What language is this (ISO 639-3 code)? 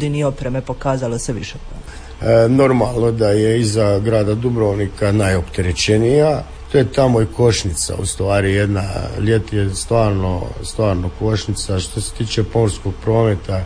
hrv